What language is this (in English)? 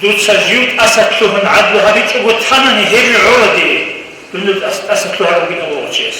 Avaric